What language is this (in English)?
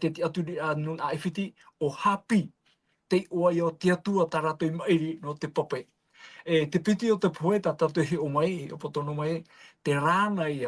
Tahitian